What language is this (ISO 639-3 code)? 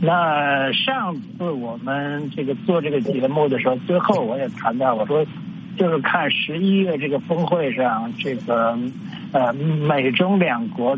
zho